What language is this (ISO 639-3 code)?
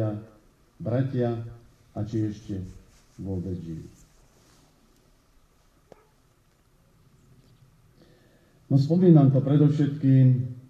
slk